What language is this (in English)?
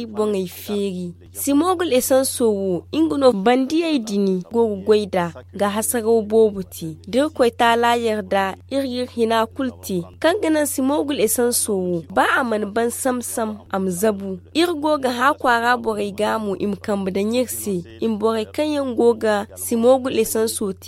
Zarma